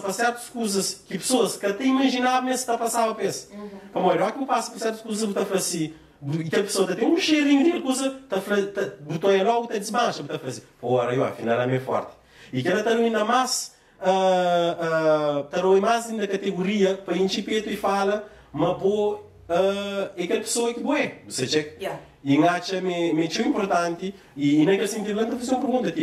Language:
Kabuverdianu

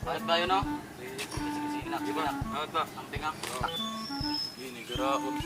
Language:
Cebuano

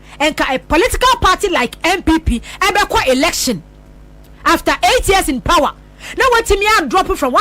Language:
Akan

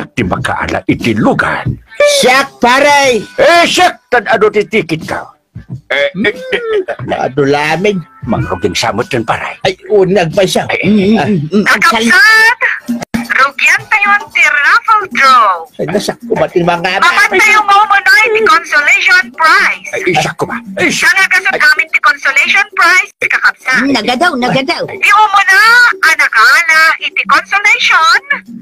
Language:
Iloko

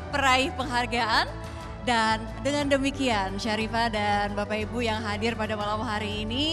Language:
Indonesian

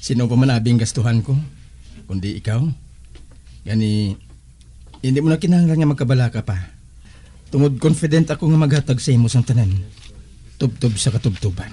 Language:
Hiligaynon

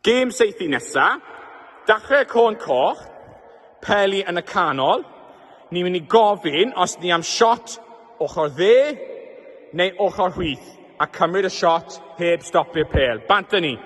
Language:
Welsh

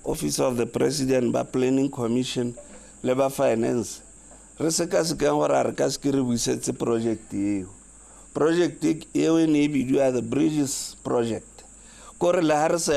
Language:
Tswana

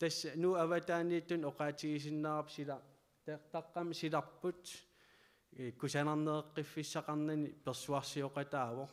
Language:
Kalaallisut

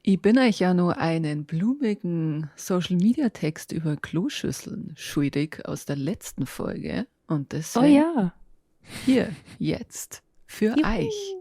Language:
Bavarian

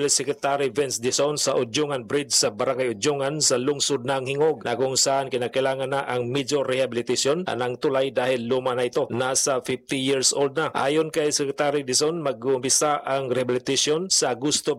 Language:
Filipino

